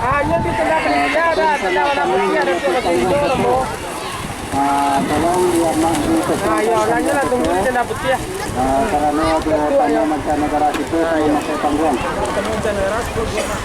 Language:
Minangkabau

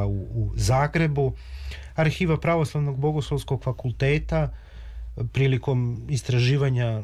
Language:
Serbian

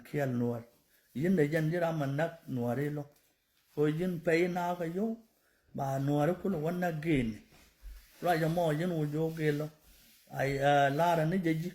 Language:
Nuer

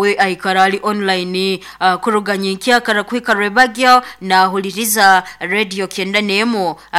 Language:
Nyoro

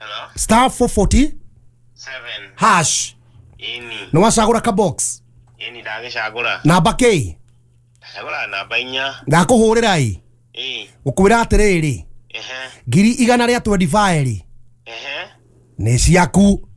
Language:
Kikuyu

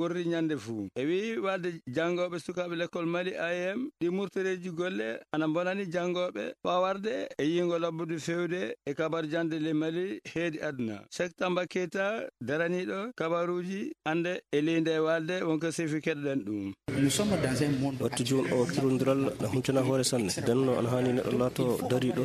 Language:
Fula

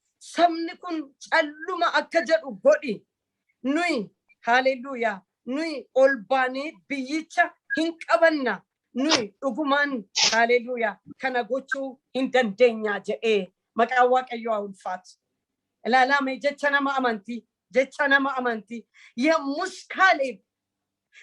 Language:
Oromo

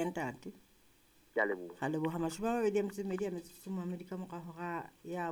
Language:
Southern Sotho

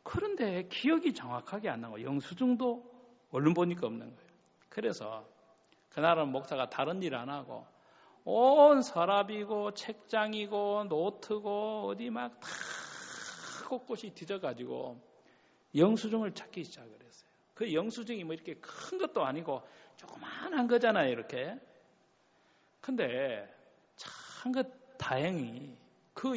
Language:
Korean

